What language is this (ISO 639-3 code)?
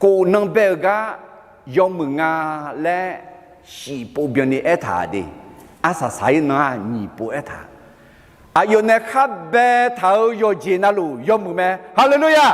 ahk